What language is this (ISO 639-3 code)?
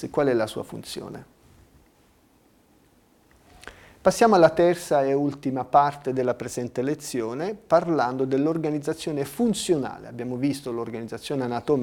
ita